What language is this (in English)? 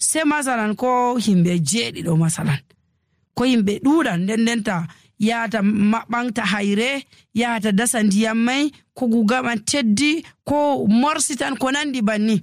Nigerian Fulfulde